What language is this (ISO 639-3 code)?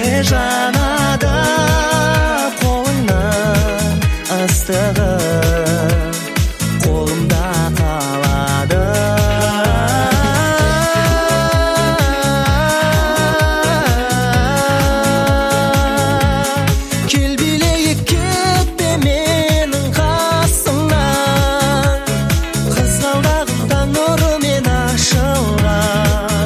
kaz